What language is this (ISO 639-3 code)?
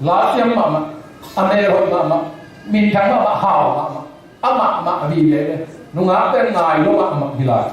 ctd